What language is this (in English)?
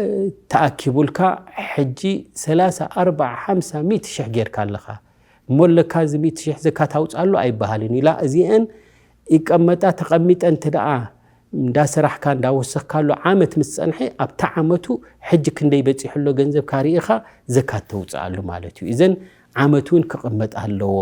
Tigrinya